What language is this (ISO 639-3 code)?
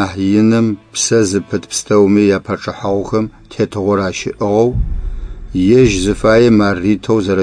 ady